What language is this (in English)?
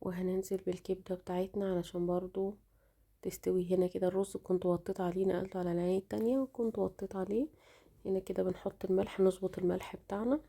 Egyptian Arabic